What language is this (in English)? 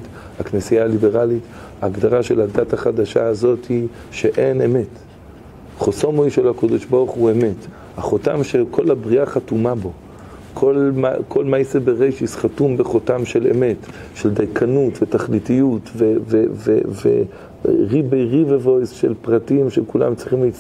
Hebrew